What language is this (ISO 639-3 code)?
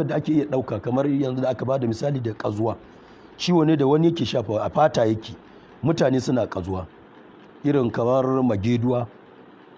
hau